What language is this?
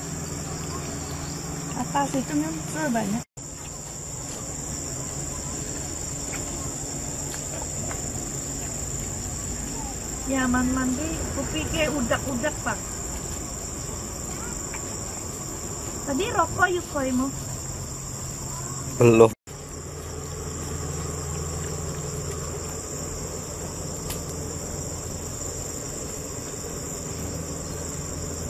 Indonesian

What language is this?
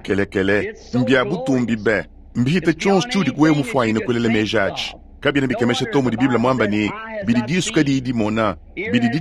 Luba-Lulua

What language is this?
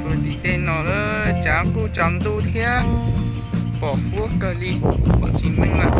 Hmong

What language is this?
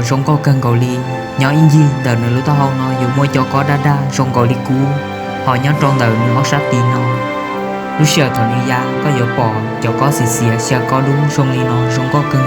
Hmong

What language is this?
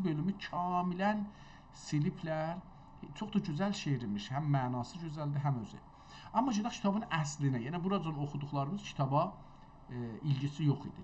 South Azerbaijani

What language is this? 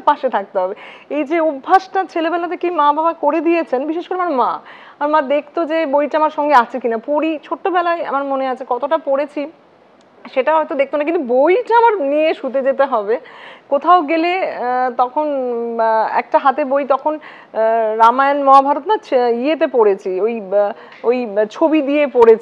Bangla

